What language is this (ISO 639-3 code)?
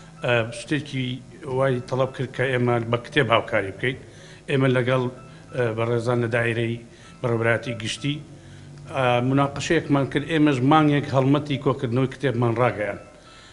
ckb